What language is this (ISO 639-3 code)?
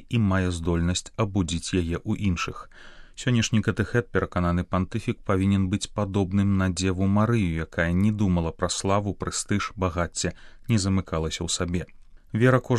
bel